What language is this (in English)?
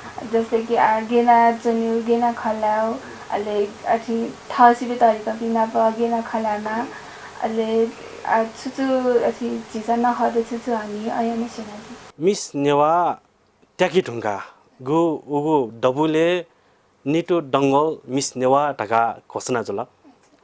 Newari